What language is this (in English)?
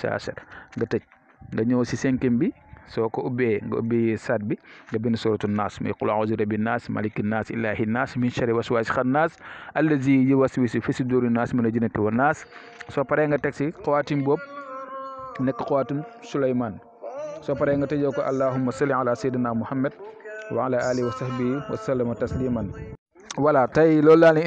Wolof